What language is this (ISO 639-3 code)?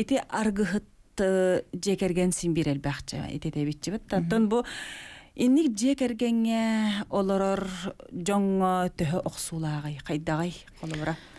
sah